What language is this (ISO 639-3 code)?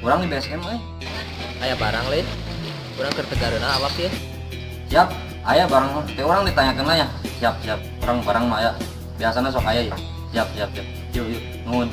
sun